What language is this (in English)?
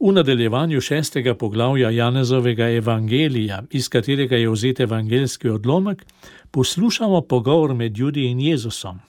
Slovenian